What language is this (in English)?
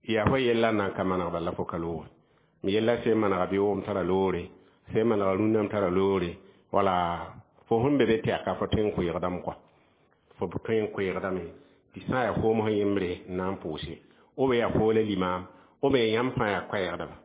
Mossi